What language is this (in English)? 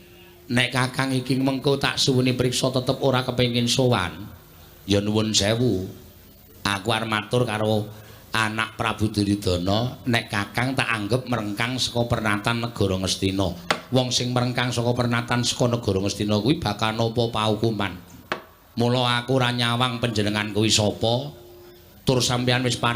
Javanese